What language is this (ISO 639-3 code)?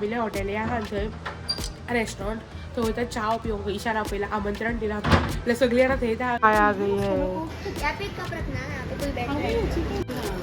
kok